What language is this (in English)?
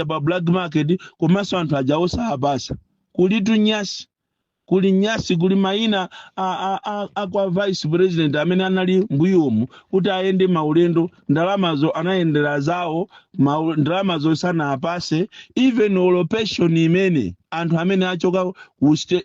Nyanja